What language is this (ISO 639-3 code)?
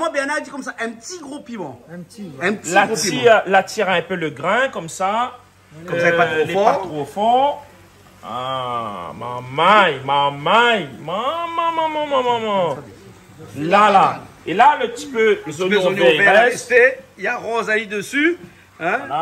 rcf